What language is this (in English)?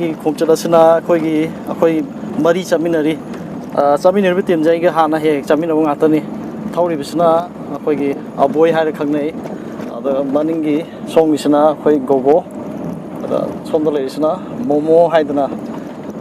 Manipuri